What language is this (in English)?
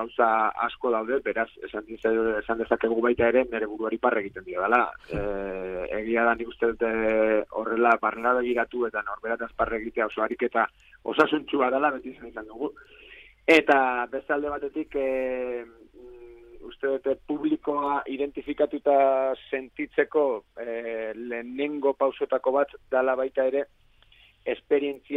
Basque